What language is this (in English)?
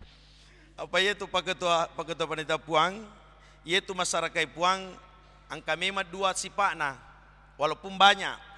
Buginese